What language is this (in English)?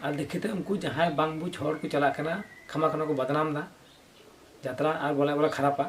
Santali